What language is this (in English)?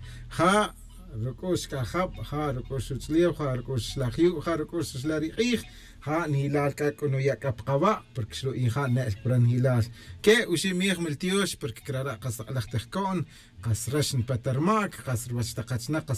Tz'utujil